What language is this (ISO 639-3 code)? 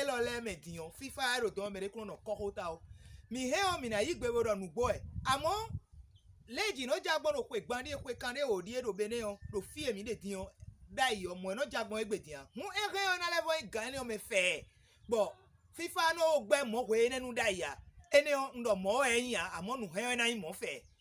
fon